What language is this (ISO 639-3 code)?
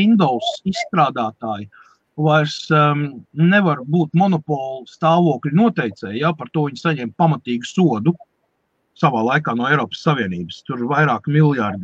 lav